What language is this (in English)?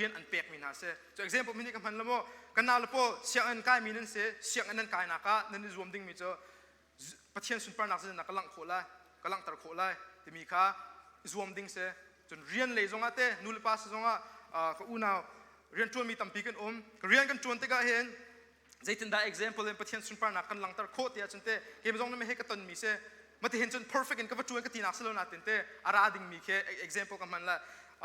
Hakha Chin